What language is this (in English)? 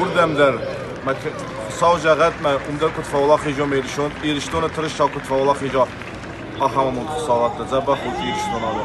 Ossetic